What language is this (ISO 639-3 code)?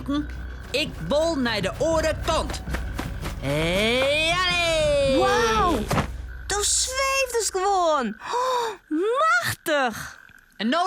fry